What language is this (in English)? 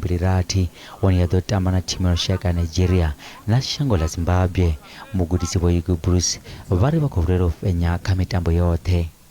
Venda